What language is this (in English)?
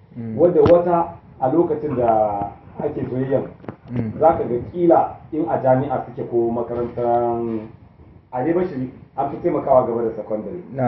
Hausa